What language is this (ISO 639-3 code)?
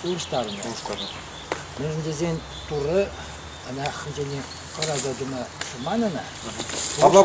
chv